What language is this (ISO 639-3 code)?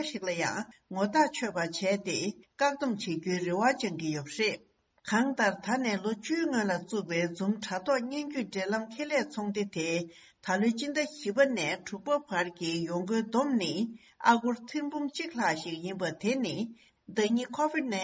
bod